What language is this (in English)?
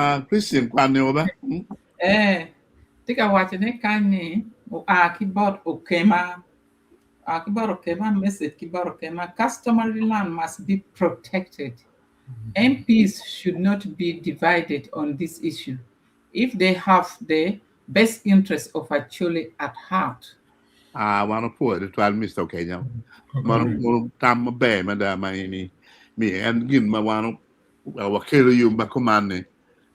Acoli